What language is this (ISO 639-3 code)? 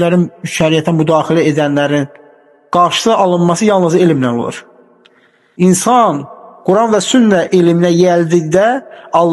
aze